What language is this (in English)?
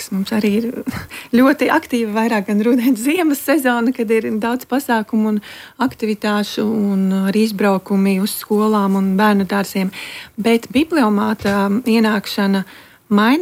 Latvian